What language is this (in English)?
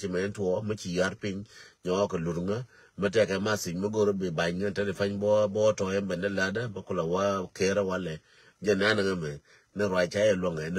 Nuer